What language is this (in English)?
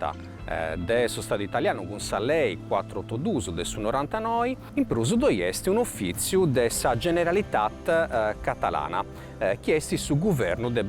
Sardinian